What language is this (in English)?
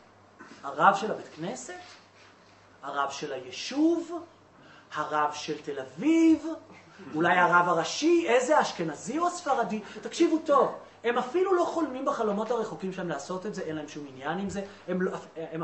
Hebrew